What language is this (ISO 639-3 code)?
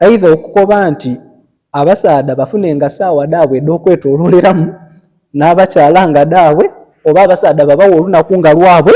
lug